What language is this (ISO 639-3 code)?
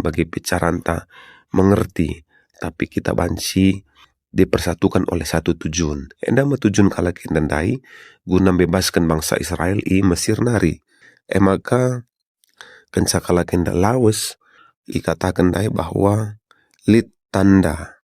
btx